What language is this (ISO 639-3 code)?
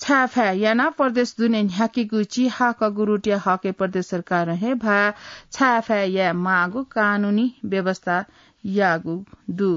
new